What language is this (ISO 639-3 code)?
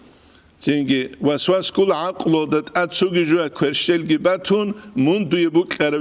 ava